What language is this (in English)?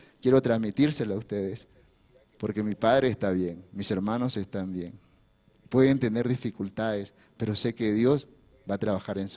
Aymara